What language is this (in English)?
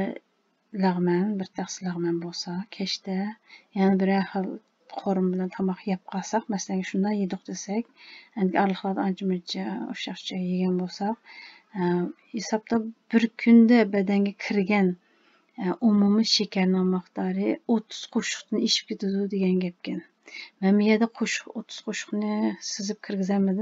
Uyghur